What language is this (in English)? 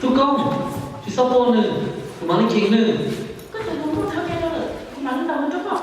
Hmong